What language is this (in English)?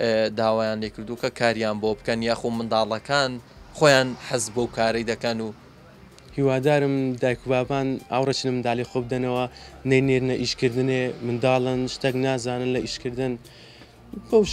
Central Kurdish